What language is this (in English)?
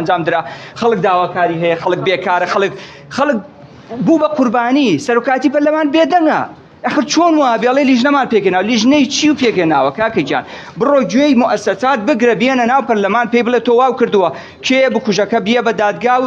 Central Kurdish